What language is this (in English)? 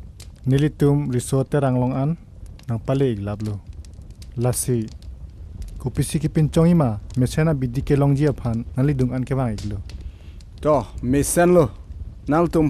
Karbi